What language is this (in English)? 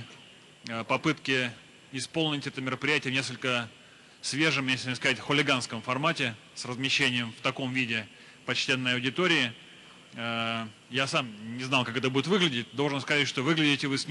Russian